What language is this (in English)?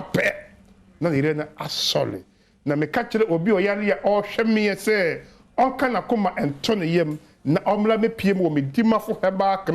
Akan